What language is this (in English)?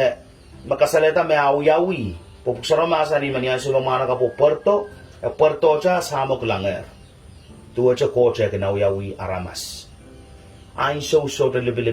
Pohnpeian